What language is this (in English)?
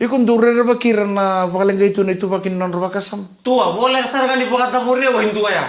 Fijian